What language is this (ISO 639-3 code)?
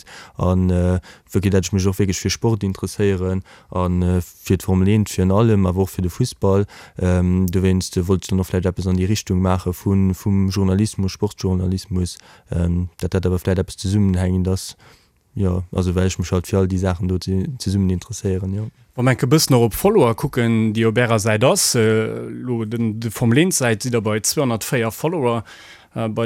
ltz